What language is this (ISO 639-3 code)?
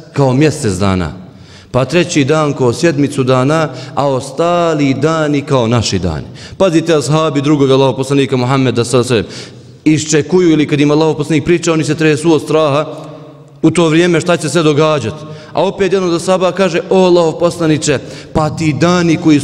bos